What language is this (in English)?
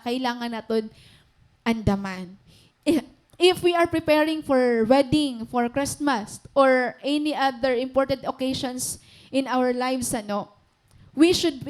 Waray